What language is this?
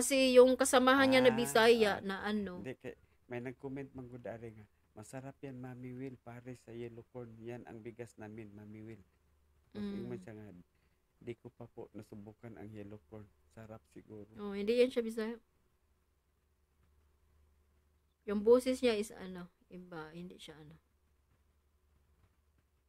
Filipino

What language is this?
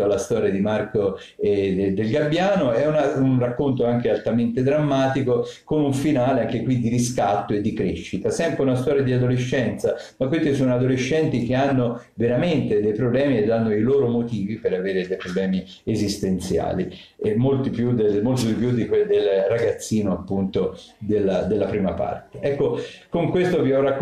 Italian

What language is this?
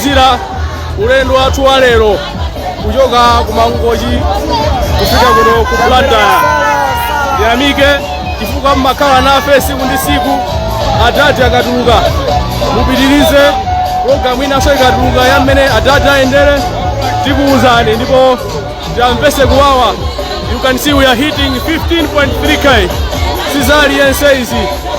Nyanja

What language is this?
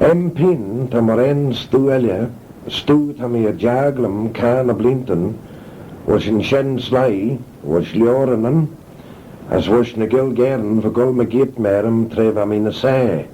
Manx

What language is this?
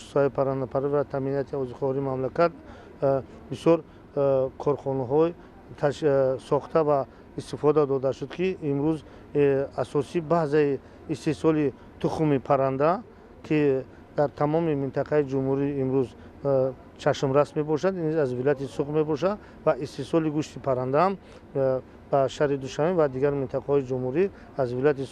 Tajik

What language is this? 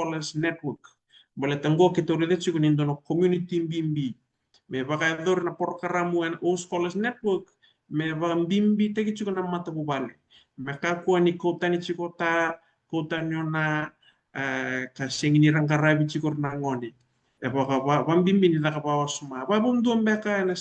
Fijian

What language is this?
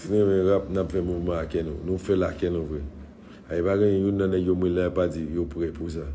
Haitian Creole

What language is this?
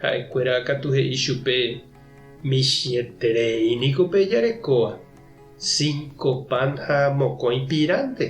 Guarani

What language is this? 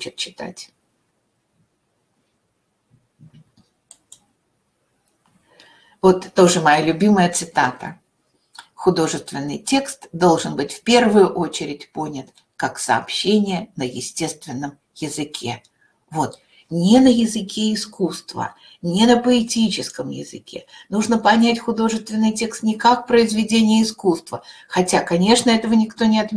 Russian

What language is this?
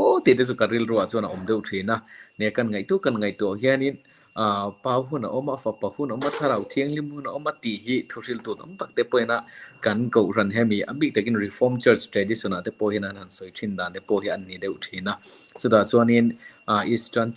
Mizo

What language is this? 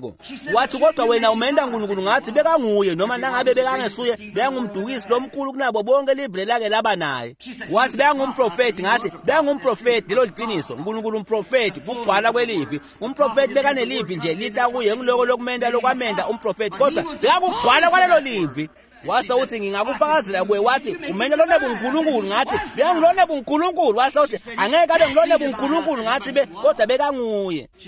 Swati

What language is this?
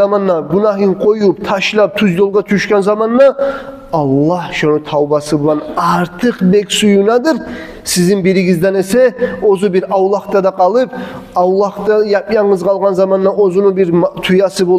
Kumyk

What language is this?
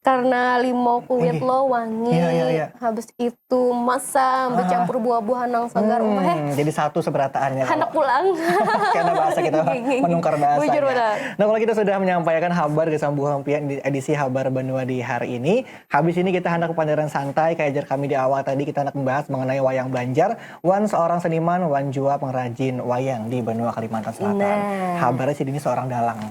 Banjar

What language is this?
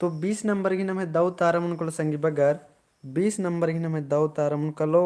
Kurukh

